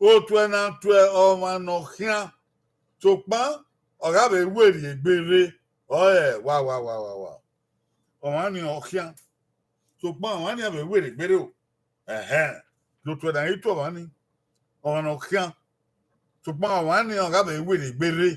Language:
Bini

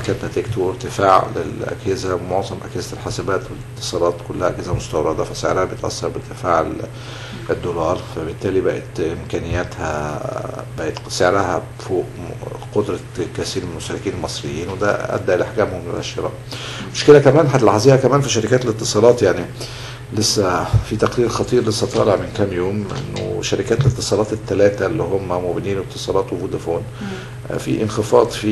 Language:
Egyptian Arabic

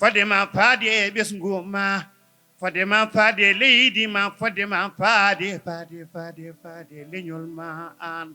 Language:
Fula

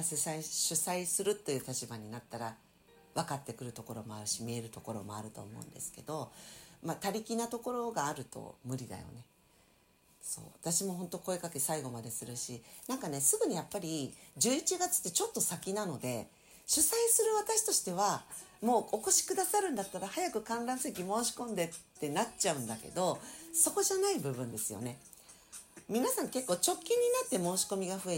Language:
Japanese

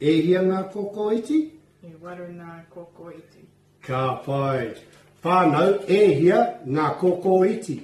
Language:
Māori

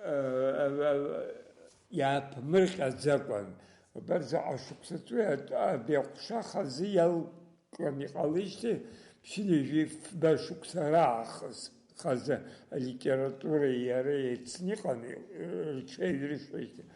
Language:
Abkhazian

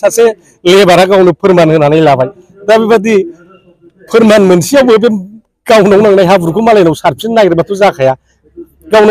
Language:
Bodo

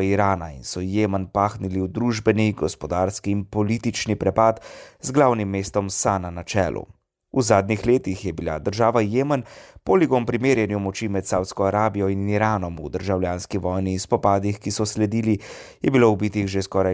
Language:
Slovenian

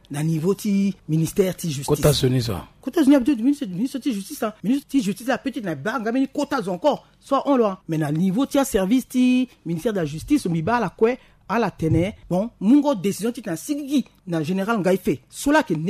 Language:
Sango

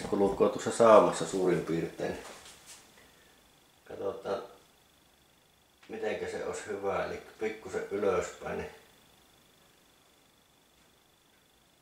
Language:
Finnish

